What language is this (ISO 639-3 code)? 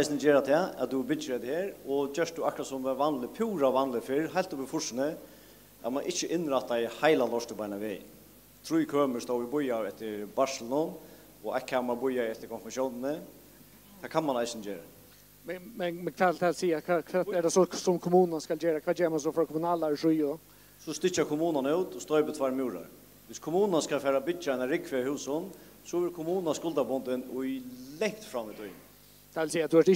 fao